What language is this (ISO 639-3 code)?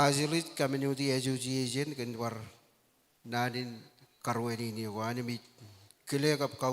mah